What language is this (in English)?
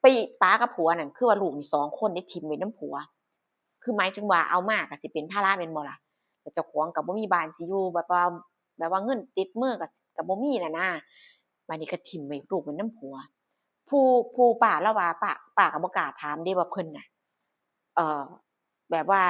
Northeastern Thai